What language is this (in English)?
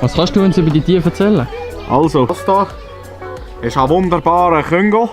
Swiss German